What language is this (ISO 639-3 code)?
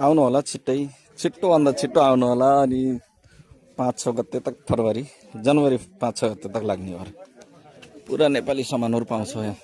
nep